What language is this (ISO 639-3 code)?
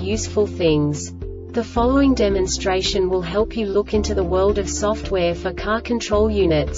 eng